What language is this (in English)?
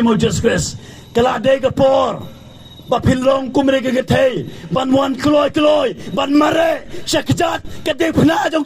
Khasi